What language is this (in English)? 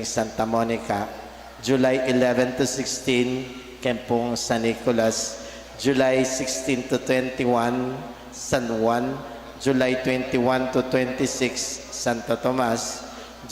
Pampanga